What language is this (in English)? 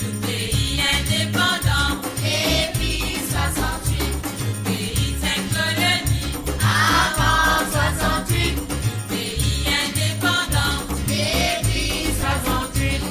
Morisyen